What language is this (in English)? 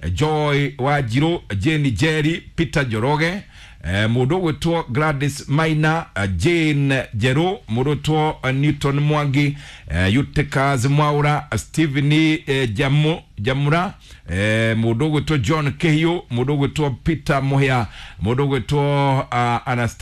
Kikuyu